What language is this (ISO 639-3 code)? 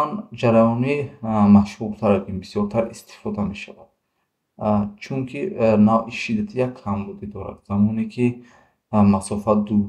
tgk